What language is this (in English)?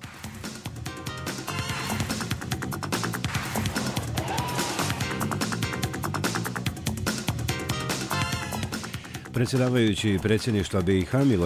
Bosnian